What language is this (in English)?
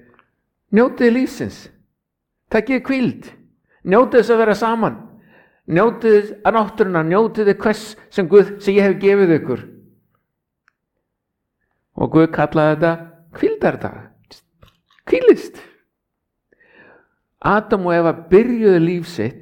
Icelandic